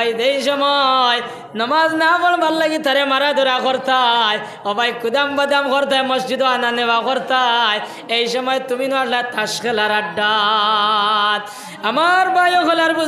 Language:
Sylheti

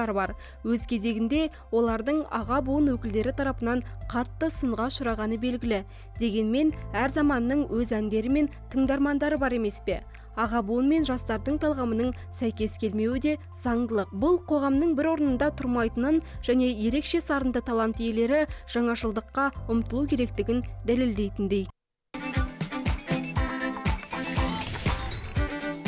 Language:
Kazakh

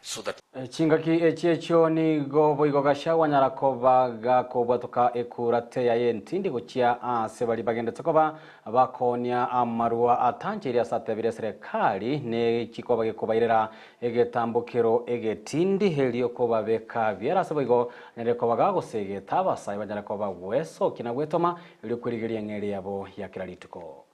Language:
Gusii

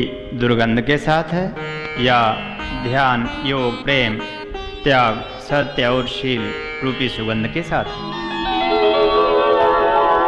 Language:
Bhojpuri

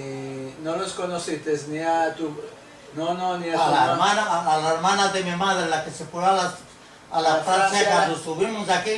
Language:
Ladino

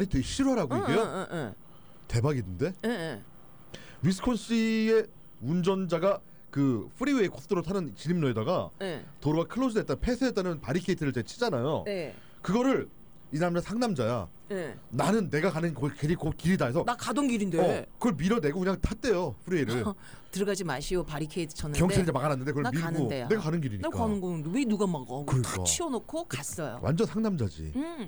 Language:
Korean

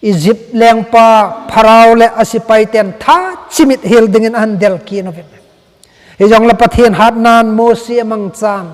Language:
Thado Chin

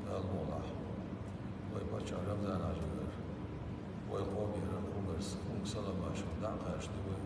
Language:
Chechen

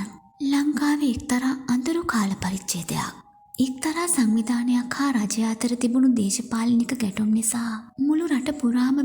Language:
Sinhala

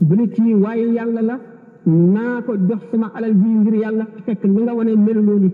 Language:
Wolof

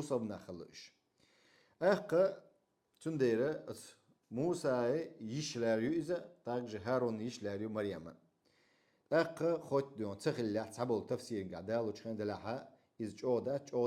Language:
Chechen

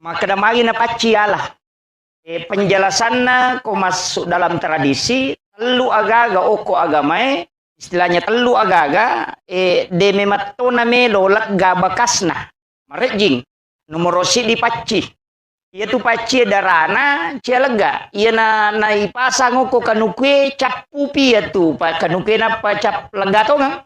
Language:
Buginese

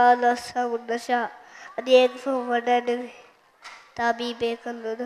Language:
Divehi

